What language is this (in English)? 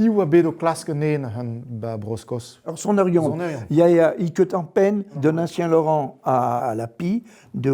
Breton